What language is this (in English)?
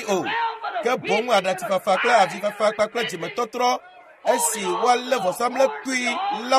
Ewe